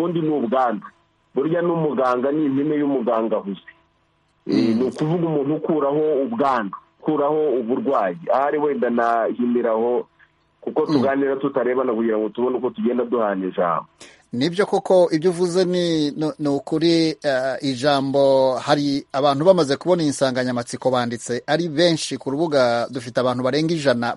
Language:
Kinyarwanda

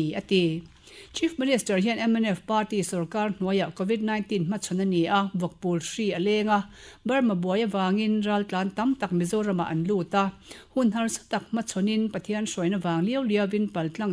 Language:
Mizo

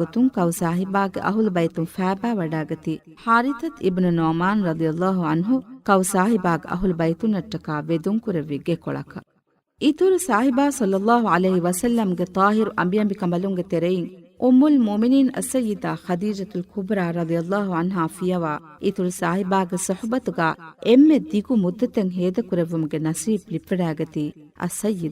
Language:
Divehi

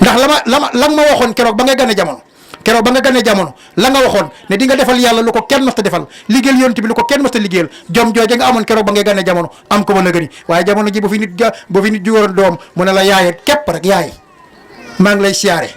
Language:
Wolof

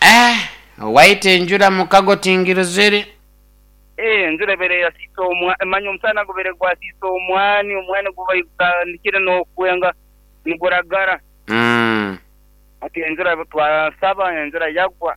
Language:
Nyoro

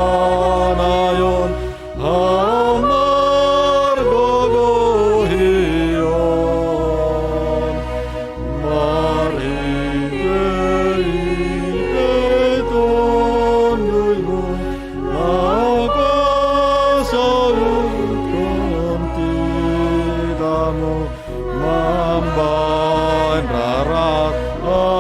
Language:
Batak Simalungun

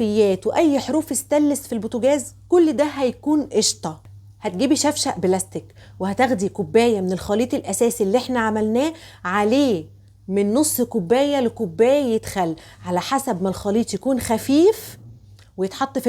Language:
Egyptian Arabic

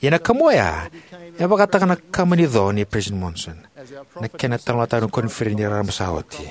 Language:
Fijian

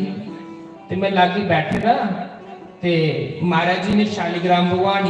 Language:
Dogri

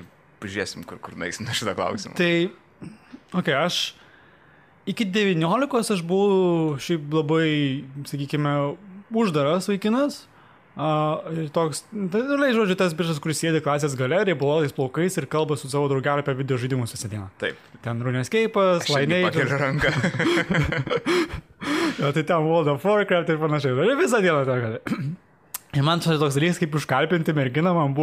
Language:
Lithuanian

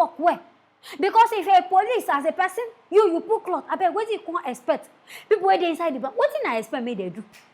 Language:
Nigerian Pidgin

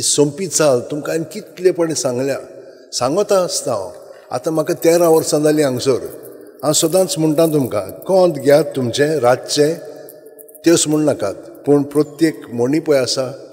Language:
Konkani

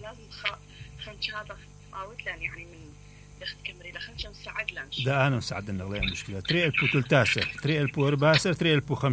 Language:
Mesopotamian Arabic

